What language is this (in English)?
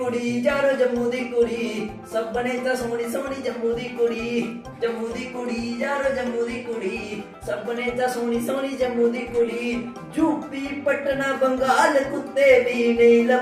Dogri